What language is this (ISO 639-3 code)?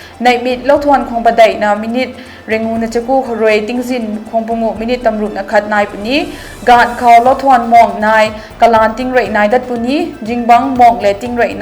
nbu